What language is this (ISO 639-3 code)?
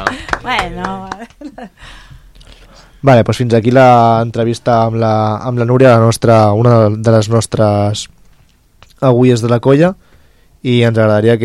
cat